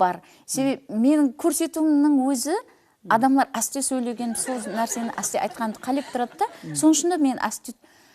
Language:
Kara-Kalpak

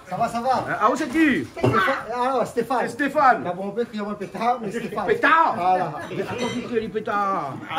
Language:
Réunion Creole French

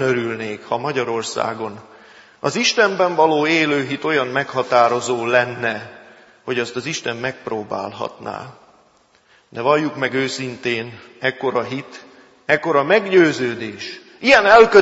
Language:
Hungarian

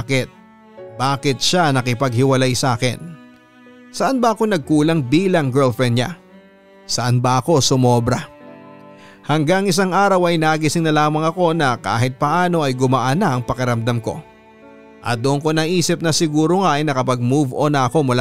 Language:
Filipino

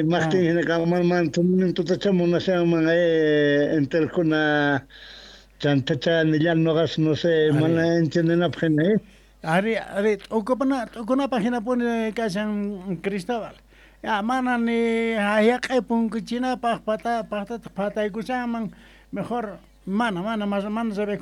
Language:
Quechua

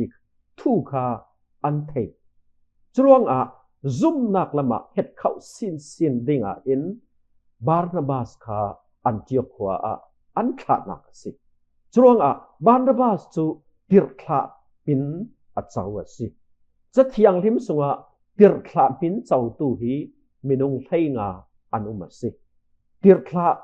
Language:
Falam Chin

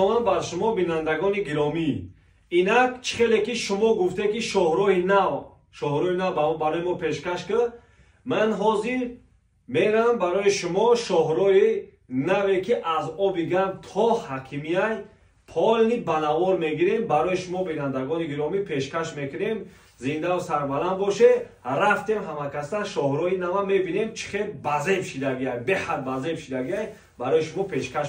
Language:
Tajik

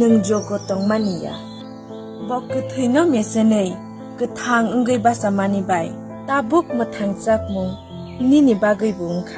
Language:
Kok Borok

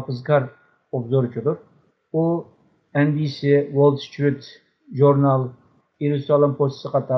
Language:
Uyghur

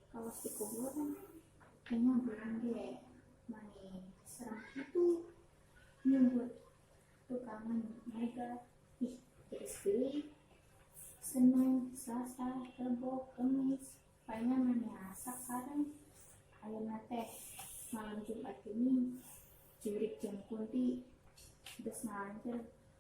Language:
Sundanese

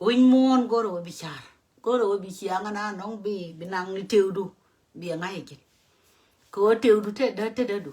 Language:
Nuer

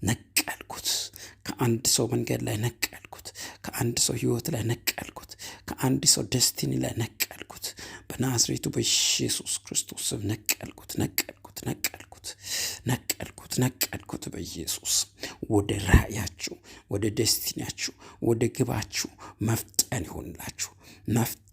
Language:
Amharic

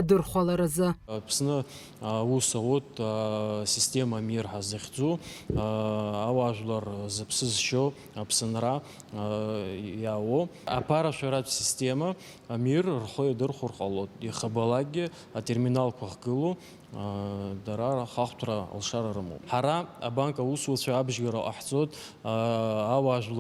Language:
Abkhazian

